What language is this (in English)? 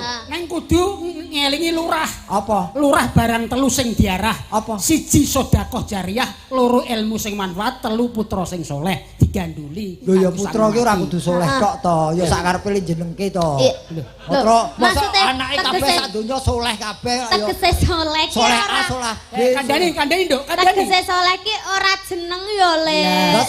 Javanese